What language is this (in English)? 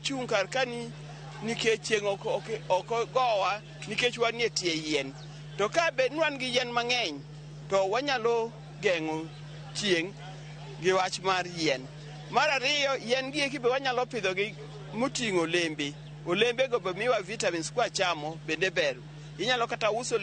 Luo (Kenya and Tanzania)